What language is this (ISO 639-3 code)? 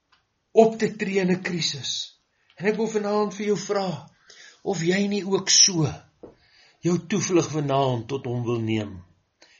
afr